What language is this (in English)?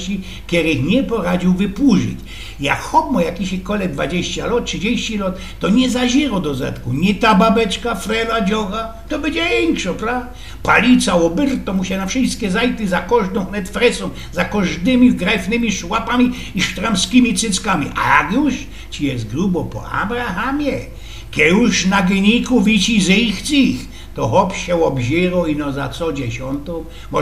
Silesian